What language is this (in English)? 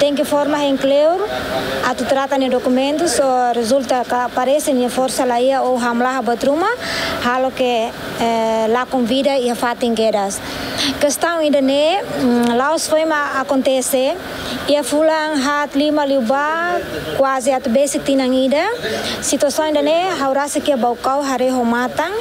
Tetum